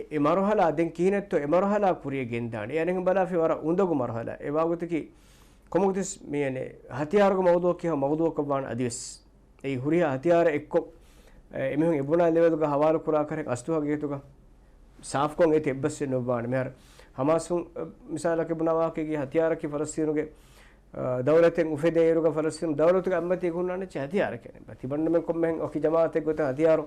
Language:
Divehi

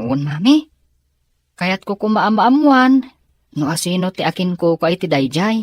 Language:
Iloko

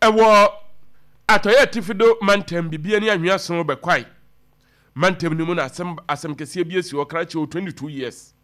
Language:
Akan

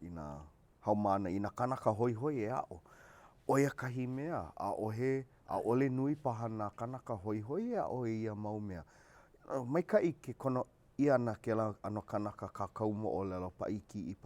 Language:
Hawaiian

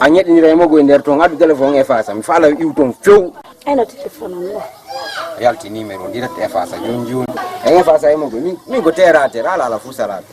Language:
Fula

